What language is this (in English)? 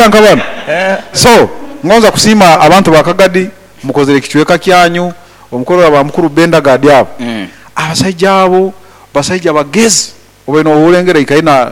Nyankole